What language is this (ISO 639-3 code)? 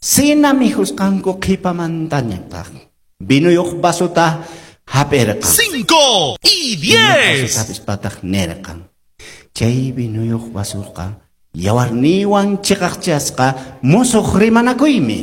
que